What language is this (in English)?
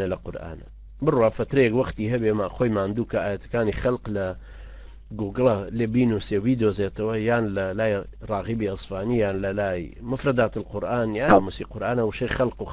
Central Kurdish